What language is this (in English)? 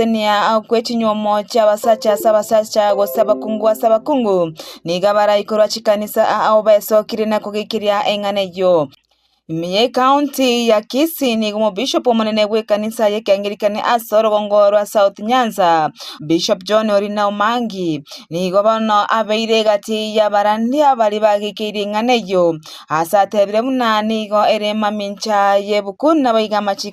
Gusii